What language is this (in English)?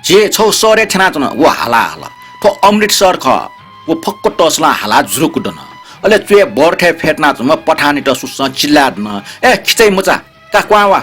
Newari